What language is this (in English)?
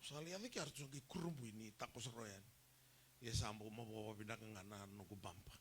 Fijian